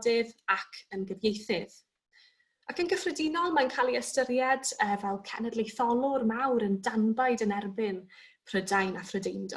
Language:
Welsh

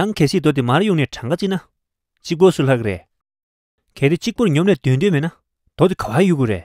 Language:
Tibetan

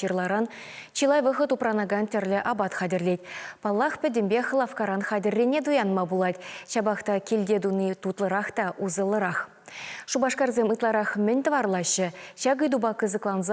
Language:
Chuvash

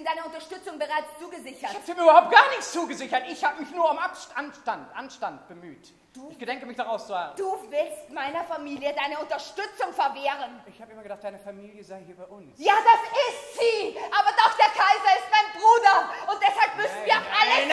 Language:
German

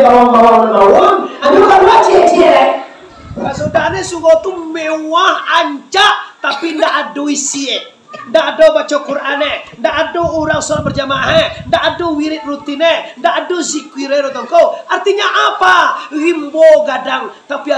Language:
Minangkabau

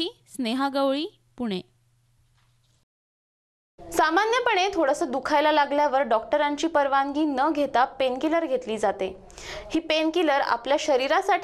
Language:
Marathi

